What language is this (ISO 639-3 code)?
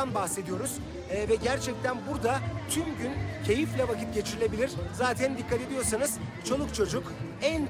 tur